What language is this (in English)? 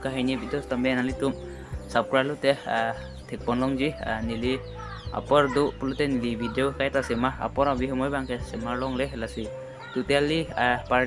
Karbi